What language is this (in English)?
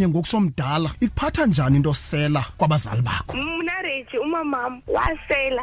Xhosa